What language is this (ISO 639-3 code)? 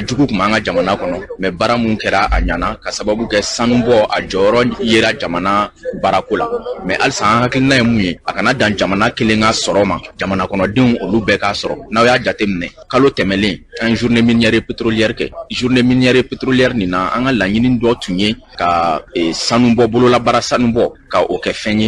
bam